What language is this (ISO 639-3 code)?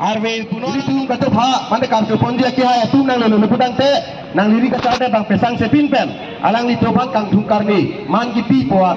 mjw